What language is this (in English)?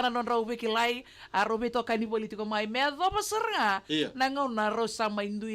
Fijian